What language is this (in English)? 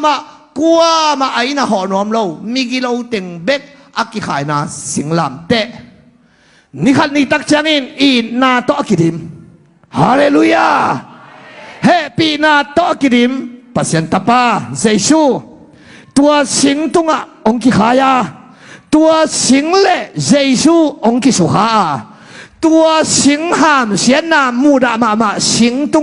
Tedim Chin